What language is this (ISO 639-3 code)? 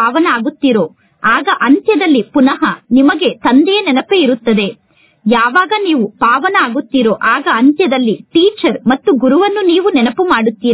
kan